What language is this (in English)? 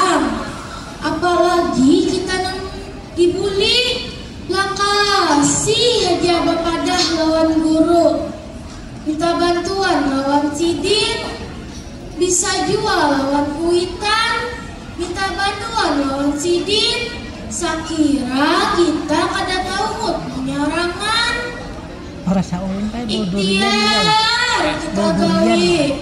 Banjar